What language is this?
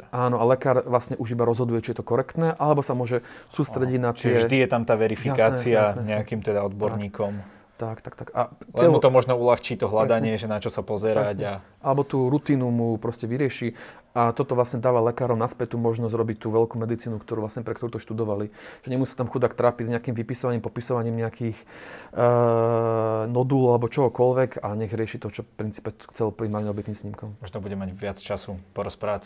Slovak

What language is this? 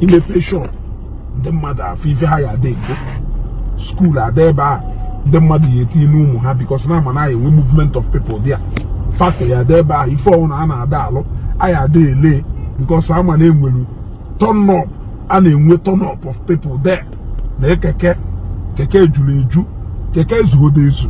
Igbo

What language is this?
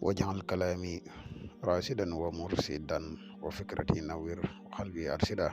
Wolof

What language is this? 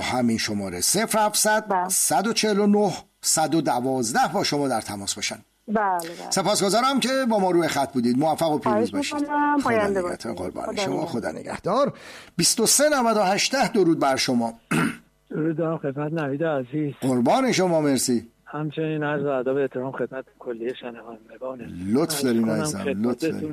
Persian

